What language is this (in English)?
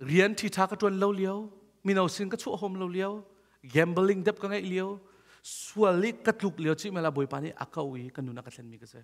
Hakha Chin